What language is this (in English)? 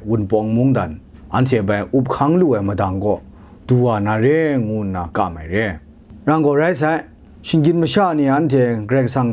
Kachin